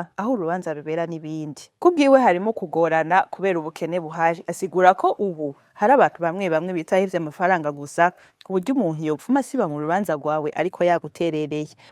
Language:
Rundi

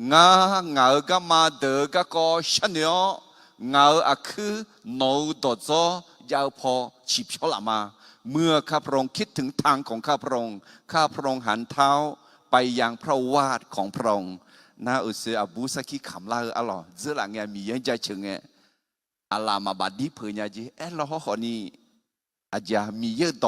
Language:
Akha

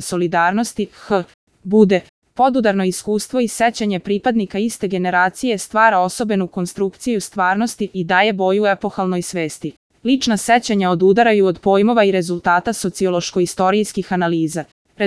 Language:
Serbian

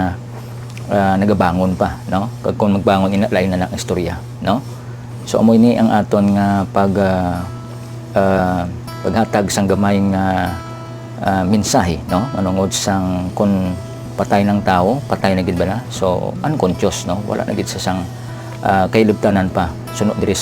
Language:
Hiligaynon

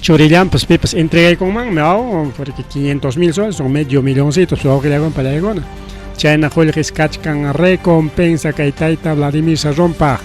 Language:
Ayacucho Quechua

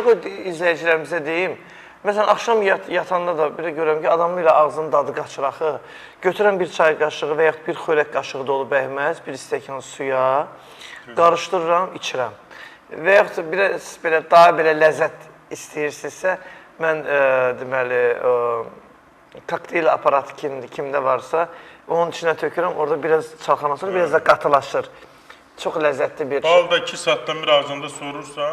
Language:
Azerbaijani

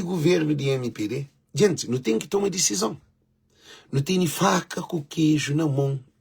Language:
Kabuverdianu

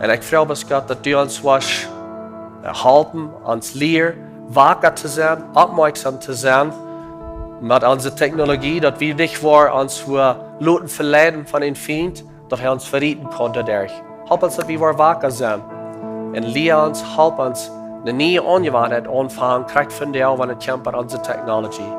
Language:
Plautdietsch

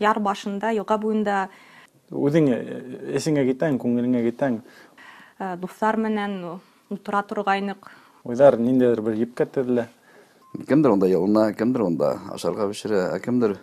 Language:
Bashkir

